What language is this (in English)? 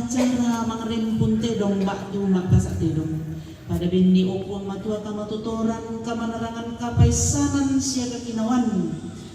Toraja-Sa'dan